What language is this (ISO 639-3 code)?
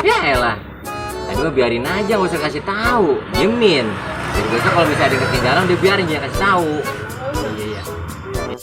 bew